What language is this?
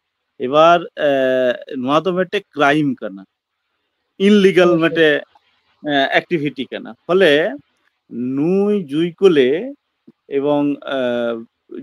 Santali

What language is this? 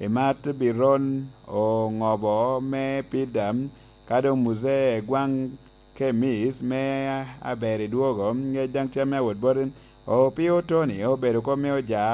Lango (Uganda)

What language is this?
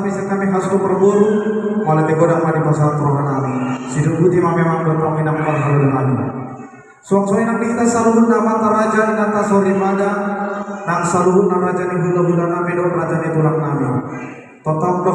Batak Toba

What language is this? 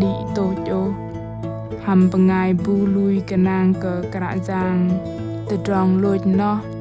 Bahnar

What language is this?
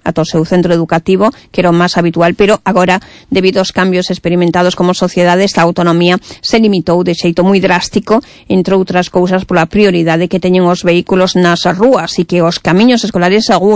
Galician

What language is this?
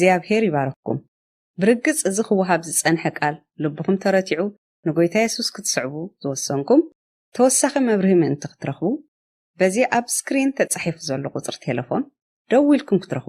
Tigrinya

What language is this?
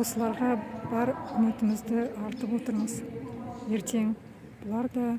Kazakh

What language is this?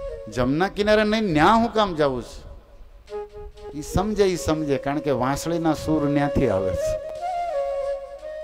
Gujarati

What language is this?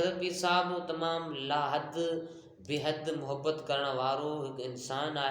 Sindhi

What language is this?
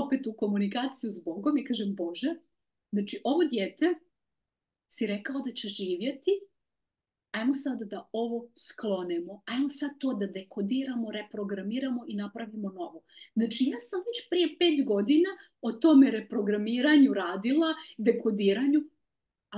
Croatian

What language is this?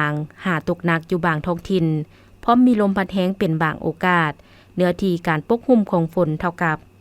Lao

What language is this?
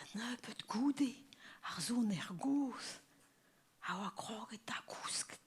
Breton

